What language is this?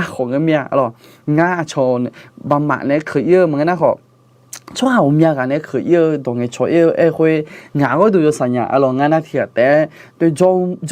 Akha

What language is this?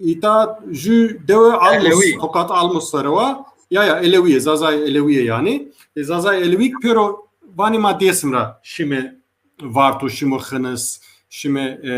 Zaza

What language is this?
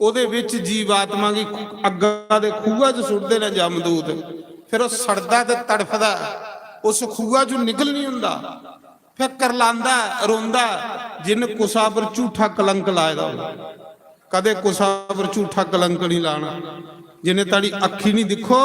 Dogri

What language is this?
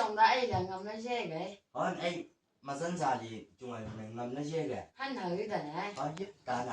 Chang Naga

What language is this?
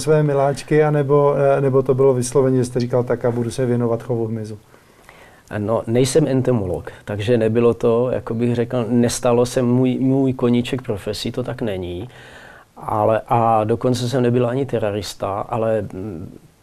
Czech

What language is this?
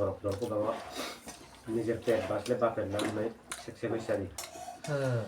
Kok Borok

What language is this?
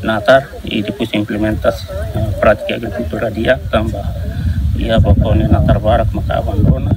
Tetum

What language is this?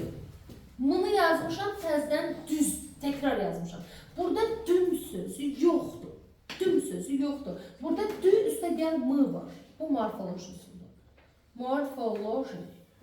Azerbaijani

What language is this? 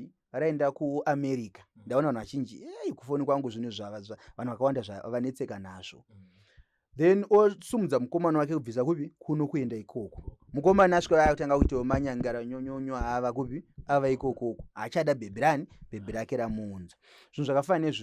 Shona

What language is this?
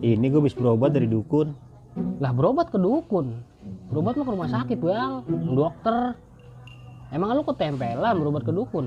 Betawi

